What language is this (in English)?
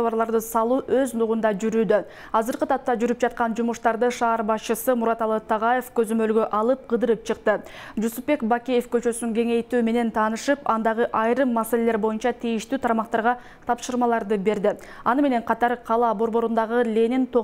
Kyrgyz